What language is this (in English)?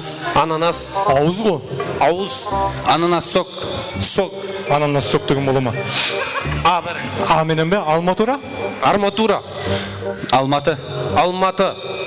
Kara-Kalpak